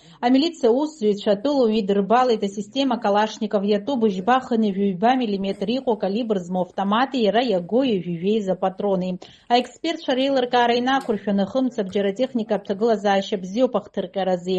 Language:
Abkhazian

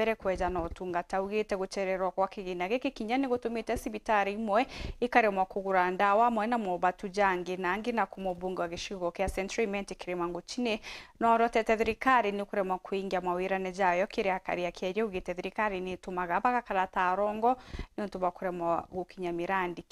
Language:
Meru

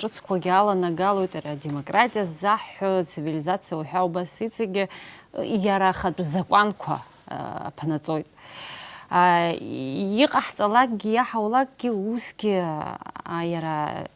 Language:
Abkhazian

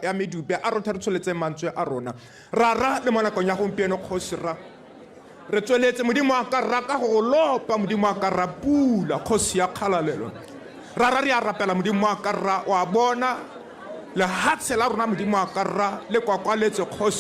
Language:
Tswana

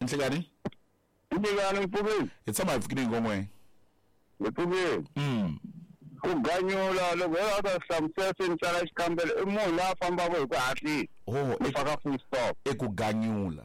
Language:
Tsonga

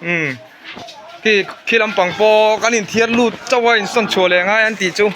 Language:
Mizo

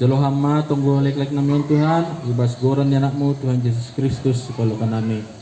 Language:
Batak Simalungun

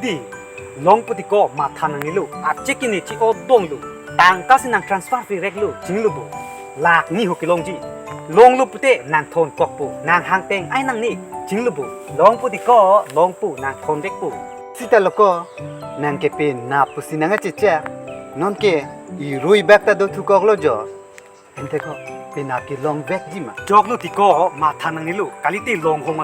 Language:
Karbi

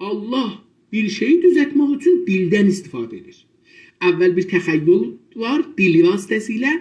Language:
South Azerbaijani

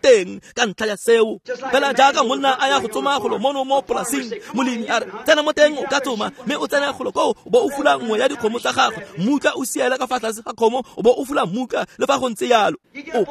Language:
Tswana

